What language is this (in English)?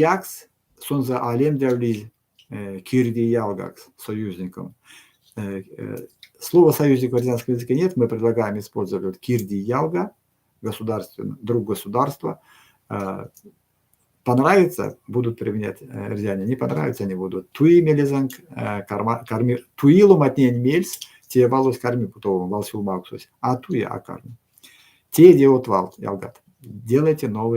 Erzya